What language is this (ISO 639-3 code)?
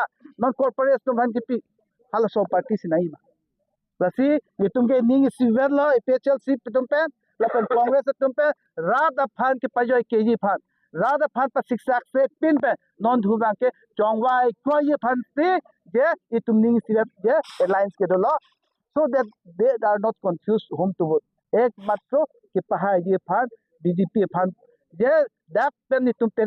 mjw